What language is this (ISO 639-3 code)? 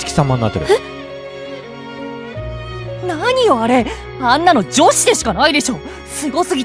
jpn